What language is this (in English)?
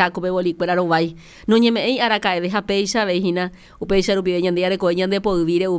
Guarani